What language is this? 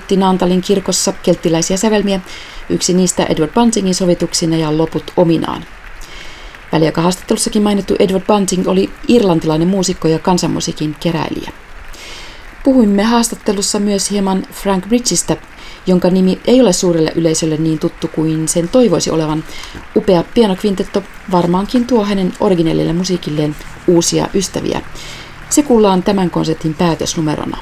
Finnish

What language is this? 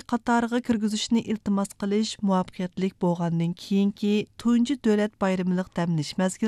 Uyghur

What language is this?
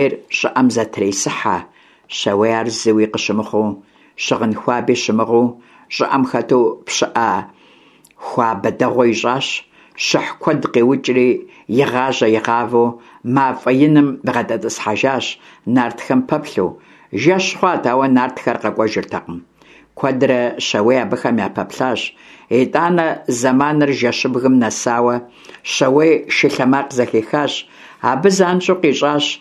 Kabardian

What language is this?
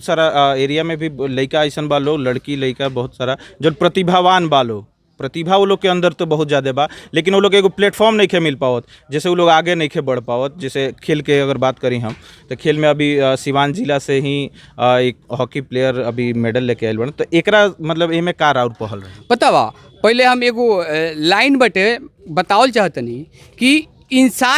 Bhojpuri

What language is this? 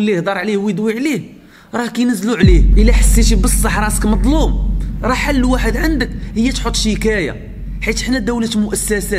Moroccan Arabic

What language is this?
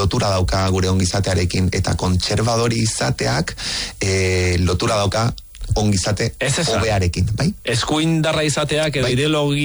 Basque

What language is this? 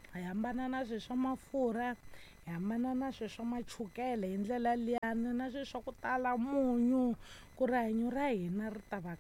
Tsonga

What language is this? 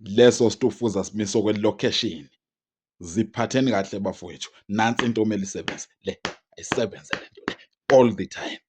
Zulu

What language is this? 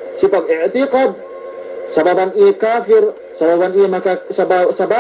Yakan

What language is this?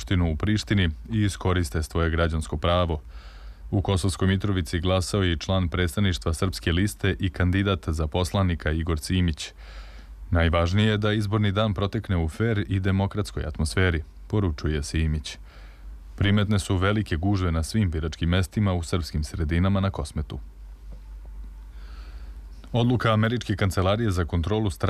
Serbian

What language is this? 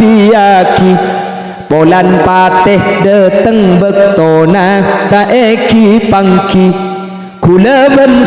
Madurese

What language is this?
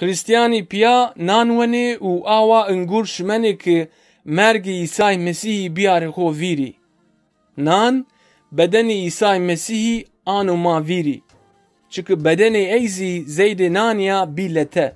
Zaza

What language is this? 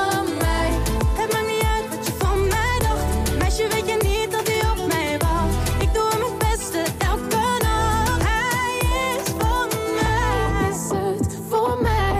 Dutch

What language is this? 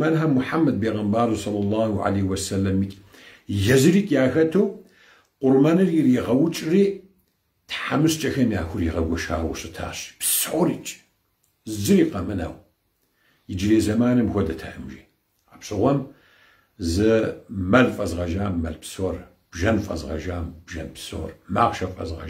Kabardian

